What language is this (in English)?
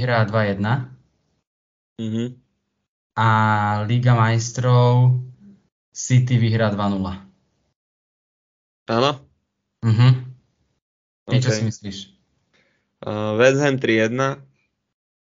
Slovak